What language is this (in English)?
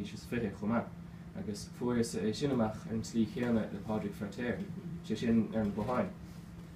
Irish